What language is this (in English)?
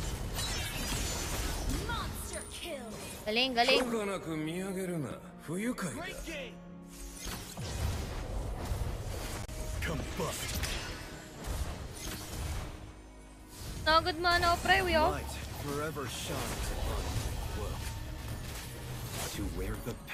Filipino